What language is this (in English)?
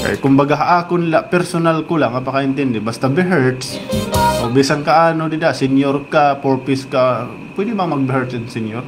Waray